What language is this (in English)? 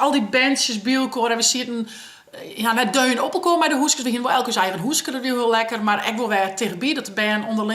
Western Frisian